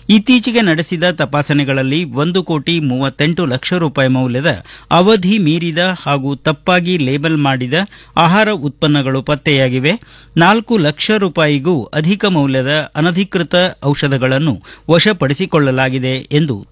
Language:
Kannada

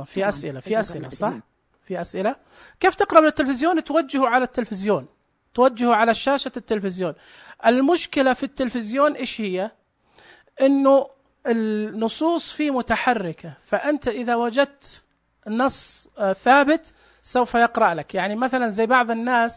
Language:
Najdi Arabic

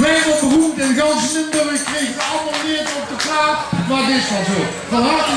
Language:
Limburgish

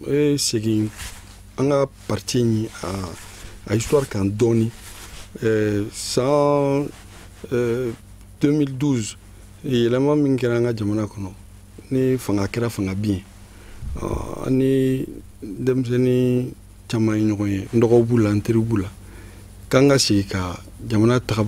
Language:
Bambara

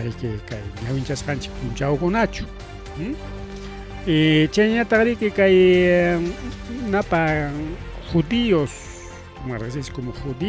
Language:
Ayacucho Quechua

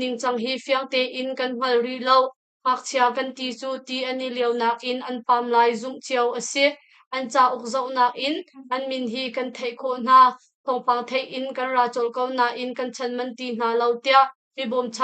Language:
Hakha Chin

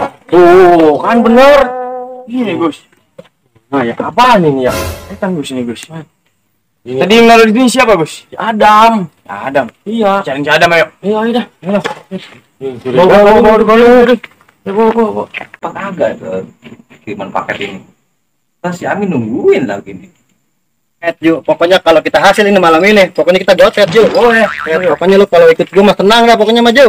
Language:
Betawi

